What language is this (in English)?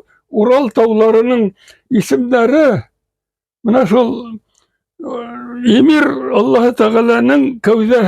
Bashkir